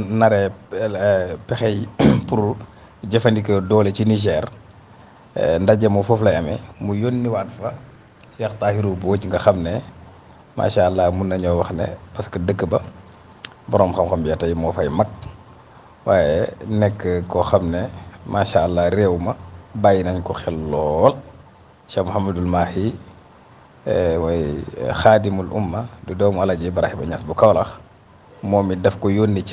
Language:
Wolof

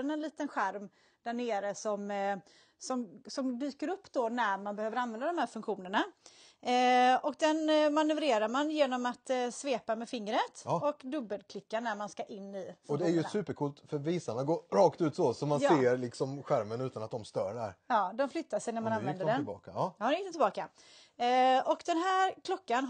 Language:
Swedish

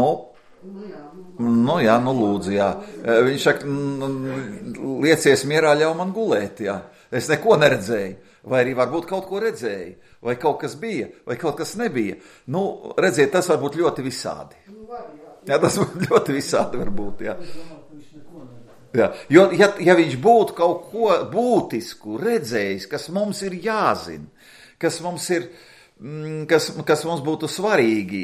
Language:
Latvian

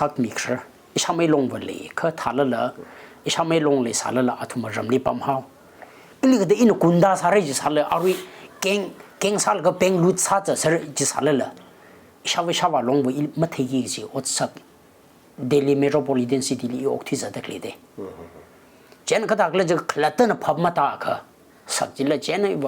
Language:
Tangkhul Naga (India)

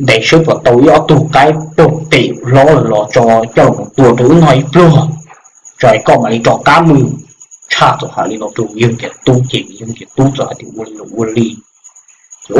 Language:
Hmong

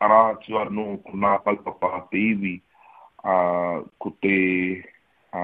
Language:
Māori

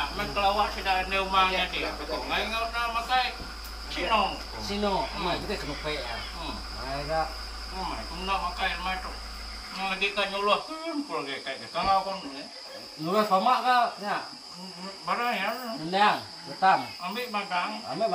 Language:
Iban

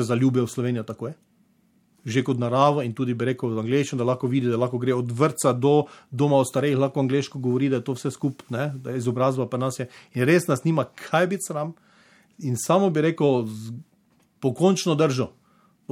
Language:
Slovenian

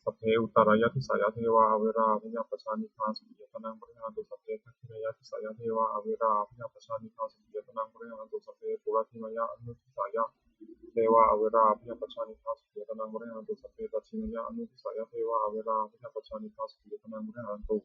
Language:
Pali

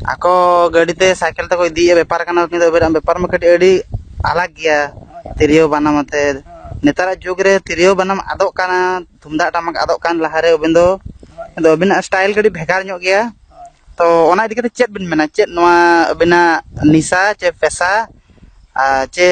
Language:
Santali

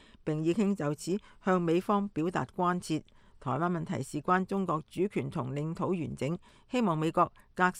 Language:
Cantonese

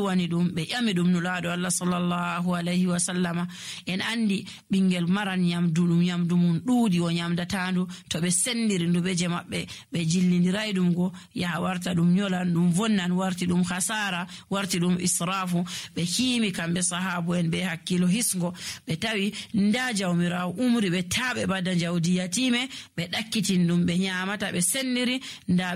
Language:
Nigerian Fulfulde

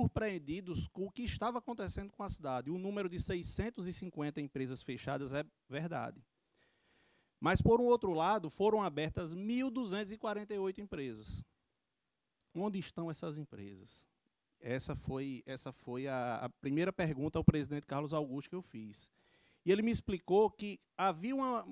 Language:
Portuguese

